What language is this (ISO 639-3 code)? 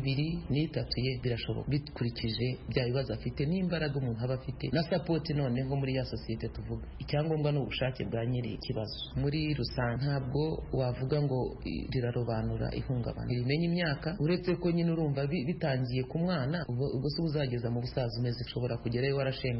kin